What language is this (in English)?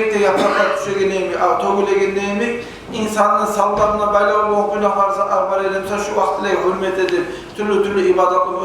Kumyk